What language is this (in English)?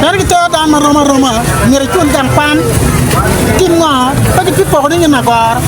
Acoli